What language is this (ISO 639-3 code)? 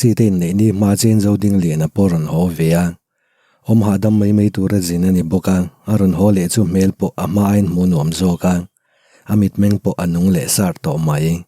lus